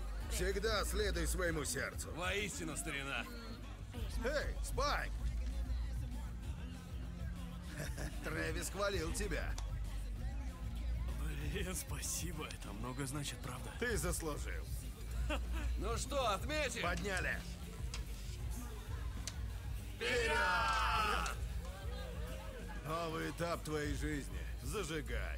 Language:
Russian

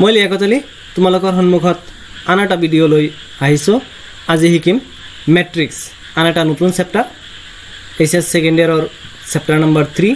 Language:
Assamese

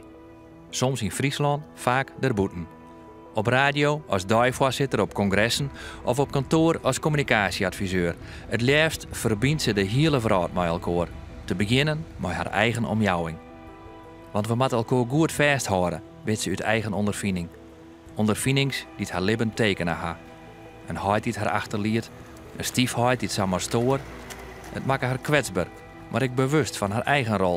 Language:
Western Frisian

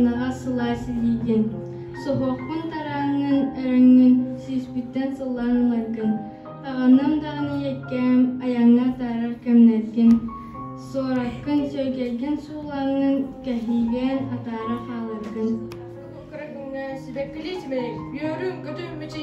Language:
Yakut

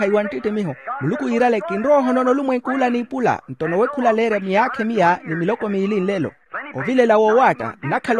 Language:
Makhuwa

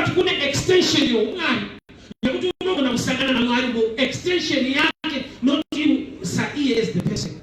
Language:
Shona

